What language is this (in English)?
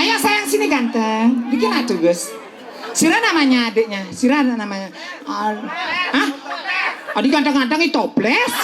Balinese